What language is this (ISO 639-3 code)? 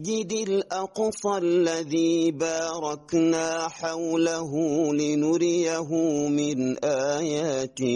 ara